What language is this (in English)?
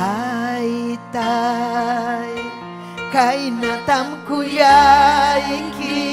Ayacucho Quechua